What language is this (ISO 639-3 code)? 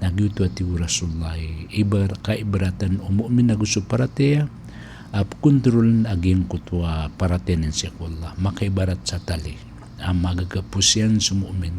mrw